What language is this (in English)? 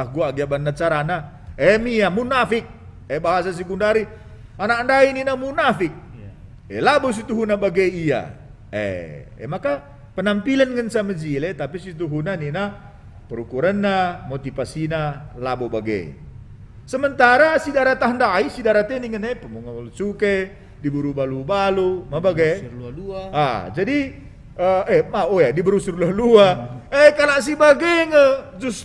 Batak Karo